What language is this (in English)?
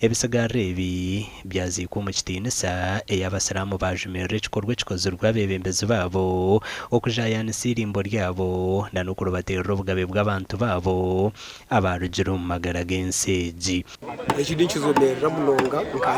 Nyankole